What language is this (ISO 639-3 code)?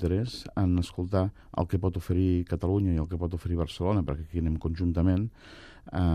cat